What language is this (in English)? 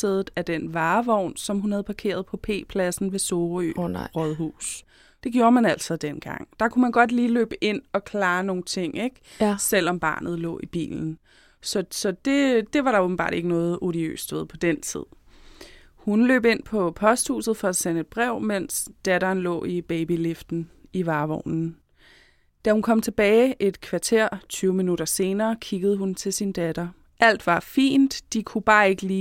Danish